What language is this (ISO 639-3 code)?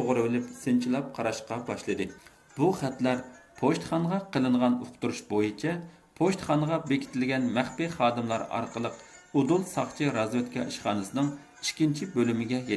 uig